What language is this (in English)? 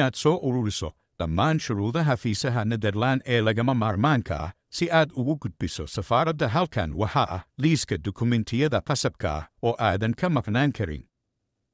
Somali